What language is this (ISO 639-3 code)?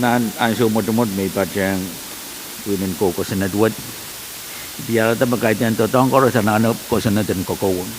pon